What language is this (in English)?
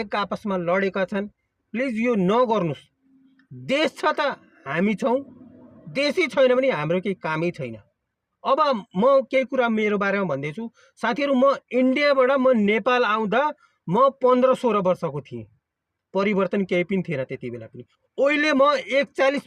Nepali